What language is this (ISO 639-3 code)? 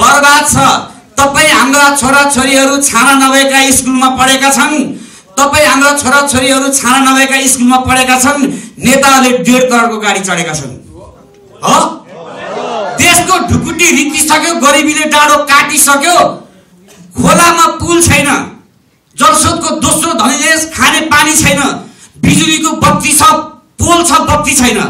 nep